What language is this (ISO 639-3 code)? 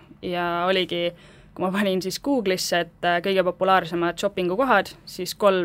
est